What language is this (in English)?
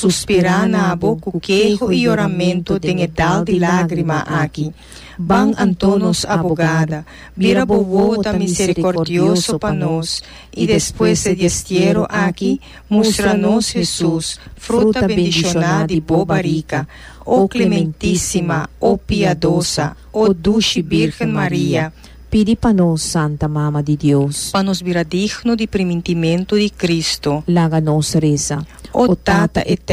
Papiamento